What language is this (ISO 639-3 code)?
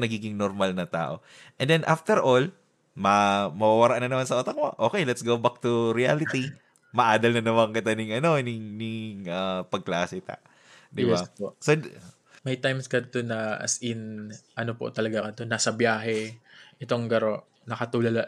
bik